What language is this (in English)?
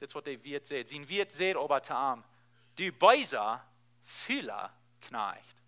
Plautdietsch